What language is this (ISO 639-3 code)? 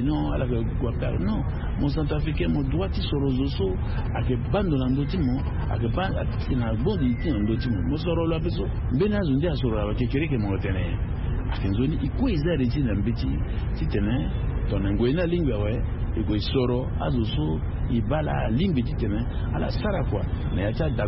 sag